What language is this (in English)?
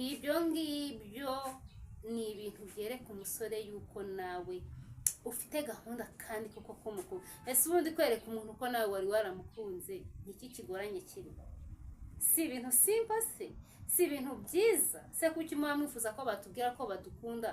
Kinyarwanda